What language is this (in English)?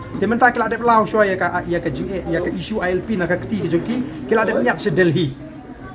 Khasi